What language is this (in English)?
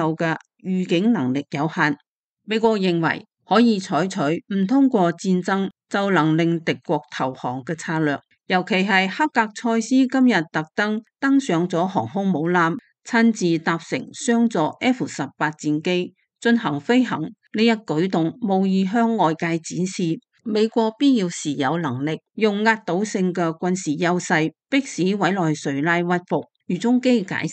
Cantonese